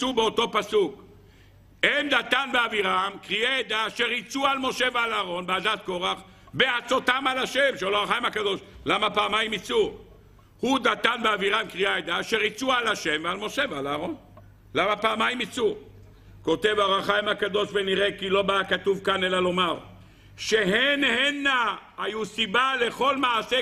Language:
Hebrew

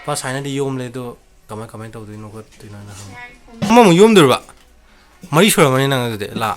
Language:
Manipuri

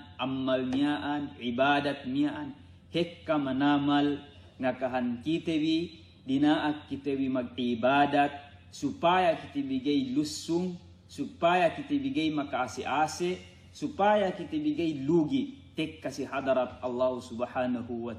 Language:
Yakan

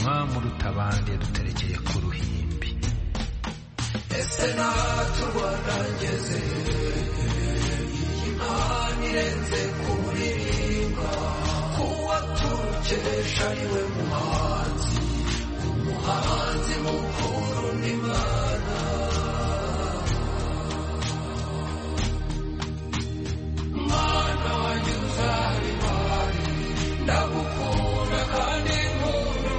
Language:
Kinyarwanda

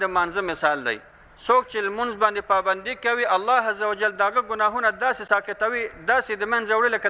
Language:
Pashto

